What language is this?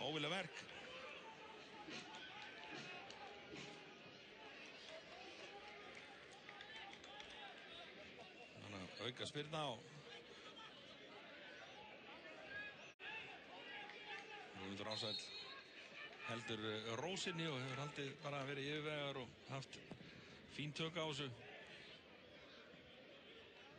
Icelandic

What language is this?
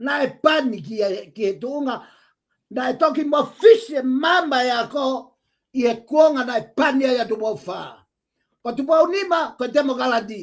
Tongan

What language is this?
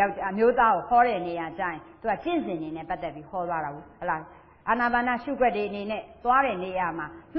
Burmese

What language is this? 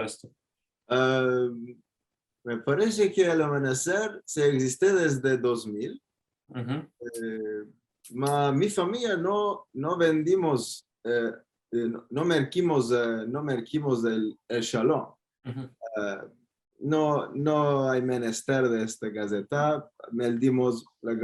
Ladino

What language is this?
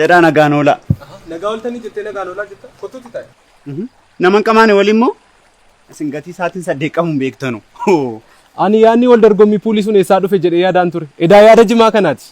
Oromo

